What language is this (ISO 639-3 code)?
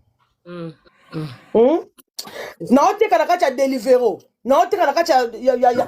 lin